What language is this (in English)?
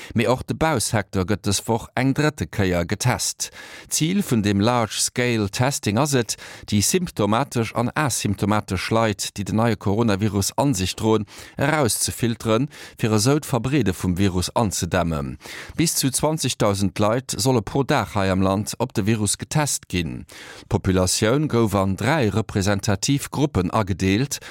Luxembourgish